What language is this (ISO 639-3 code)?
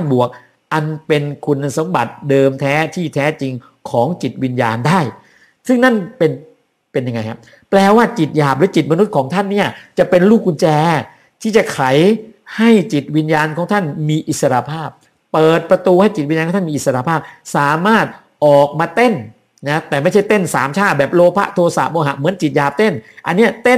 tha